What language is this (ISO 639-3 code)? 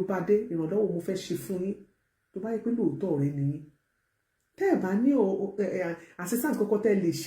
yor